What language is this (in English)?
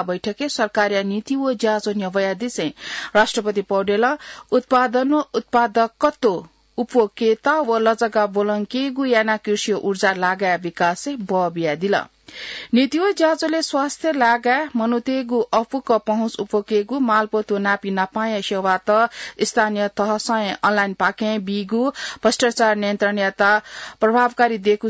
Newari